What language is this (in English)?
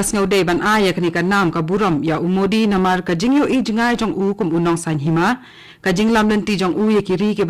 Khasi